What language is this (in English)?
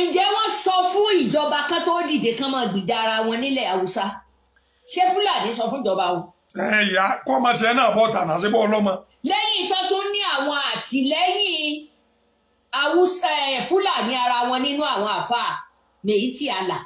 Yoruba